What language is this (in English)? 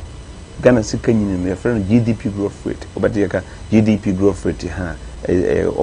Akan